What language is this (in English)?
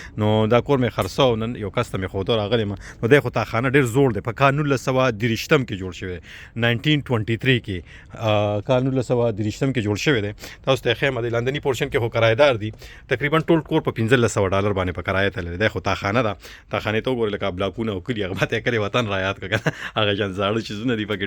Pashto